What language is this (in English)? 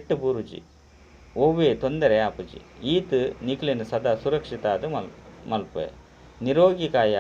Tulu